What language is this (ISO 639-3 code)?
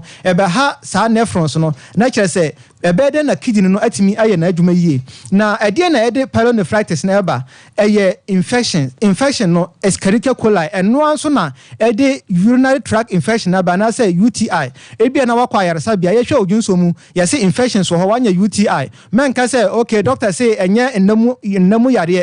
aka